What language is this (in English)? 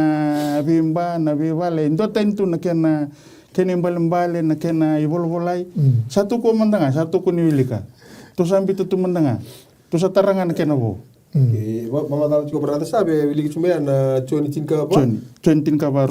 Fijian